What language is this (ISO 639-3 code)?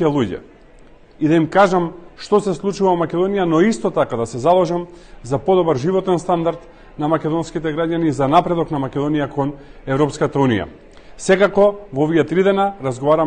mkd